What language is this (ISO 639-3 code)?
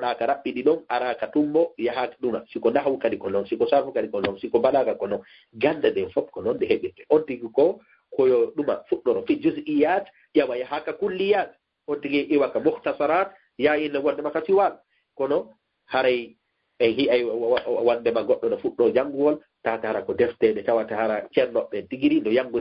ful